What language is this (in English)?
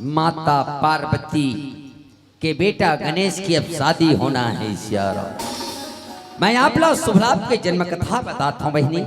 Chhattisgarhi